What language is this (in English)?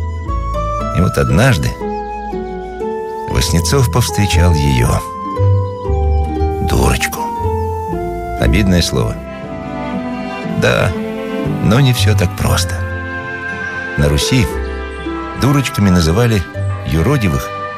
Russian